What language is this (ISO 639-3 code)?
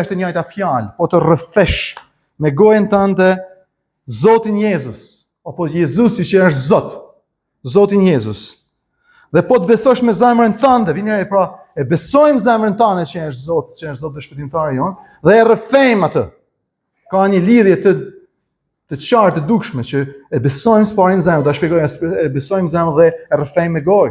sqi